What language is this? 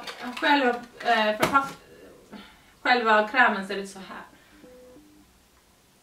Swedish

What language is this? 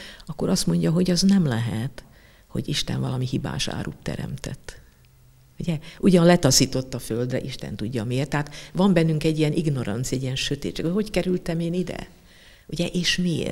Hungarian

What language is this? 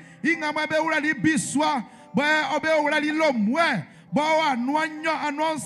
Baoulé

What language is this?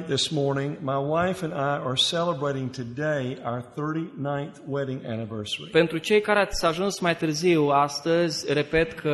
Romanian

